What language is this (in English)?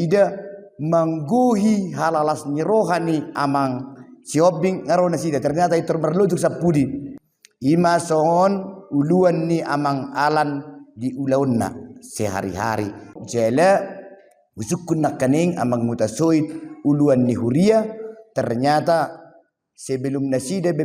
Batak Toba